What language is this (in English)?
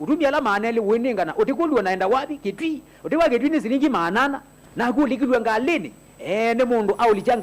Kamba